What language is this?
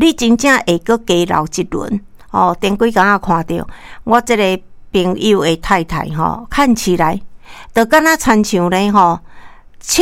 Min Nan Chinese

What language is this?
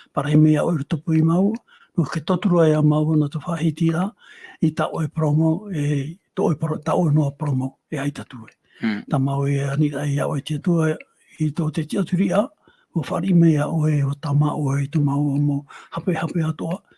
Tahitian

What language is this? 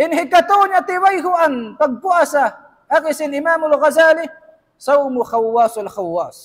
Tausug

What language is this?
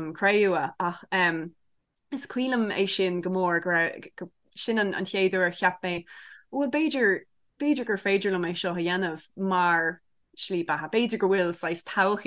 Irish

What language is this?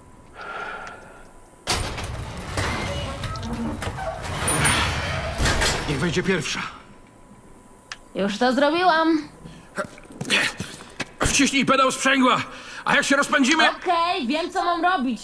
Polish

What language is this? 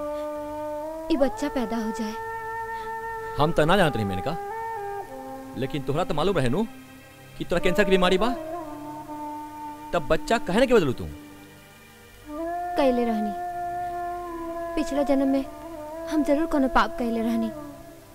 Bhojpuri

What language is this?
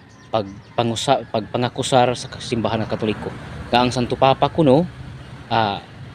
Cebuano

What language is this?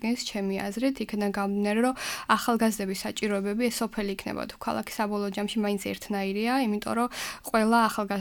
Georgian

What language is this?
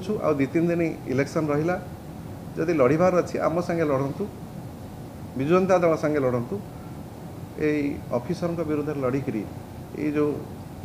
Odia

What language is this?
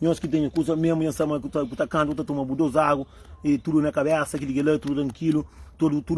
Kabuverdianu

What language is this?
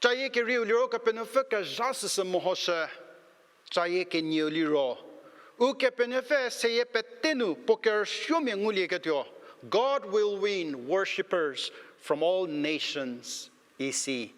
Angami Naga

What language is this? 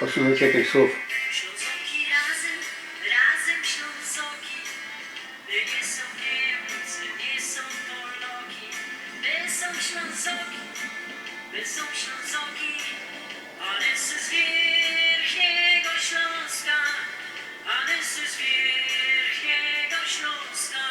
Silesian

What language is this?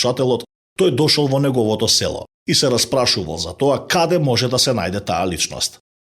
Macedonian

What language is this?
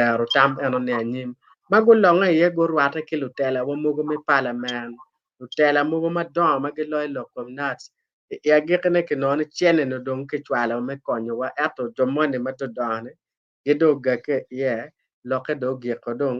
Acoli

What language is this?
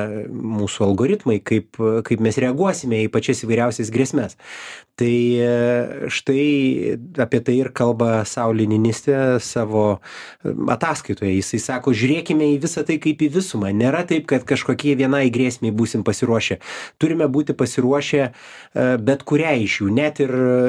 Lithuanian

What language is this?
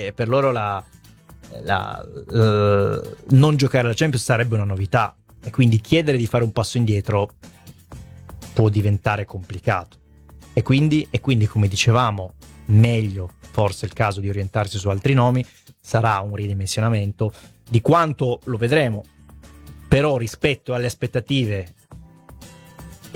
Italian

